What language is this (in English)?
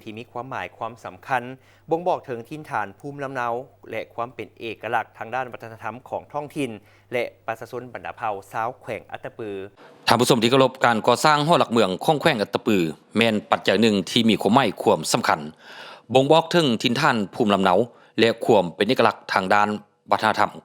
Lao